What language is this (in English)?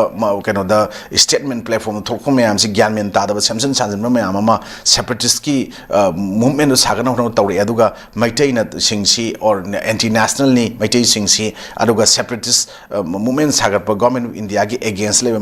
Manipuri